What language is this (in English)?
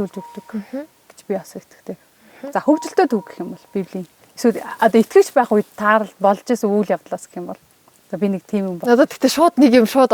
Mongolian